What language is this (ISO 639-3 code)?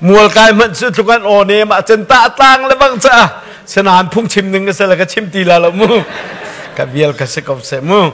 cnh